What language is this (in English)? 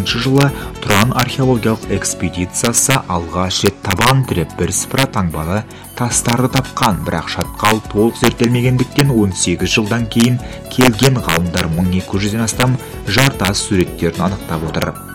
Kazakh